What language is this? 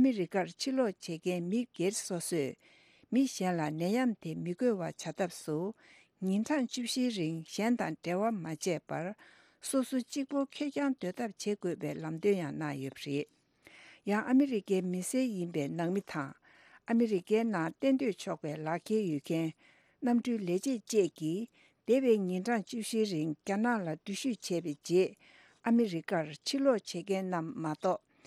Tibetan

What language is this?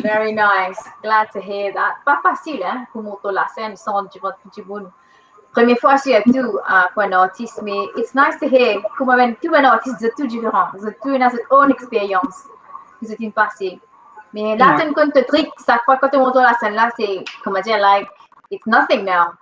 Morisyen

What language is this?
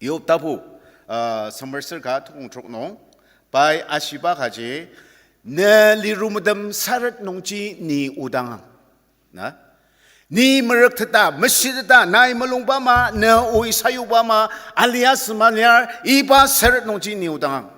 Ao Naga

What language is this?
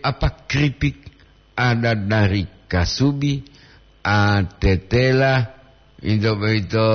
Gorontalo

